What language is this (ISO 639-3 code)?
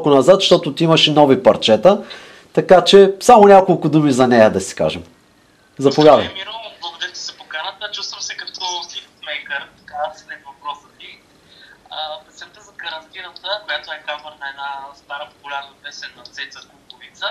bul